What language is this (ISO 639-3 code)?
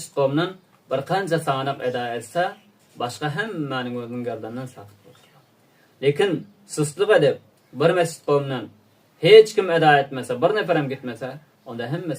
tuk